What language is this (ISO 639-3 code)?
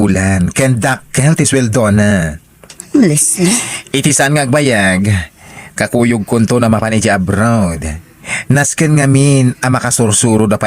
ilo